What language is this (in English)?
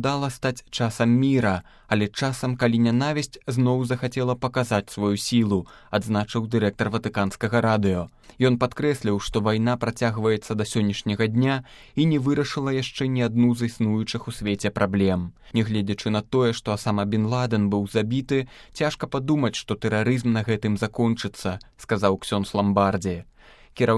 Belarusian